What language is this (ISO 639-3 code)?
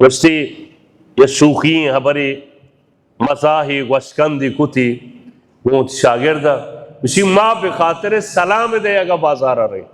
bal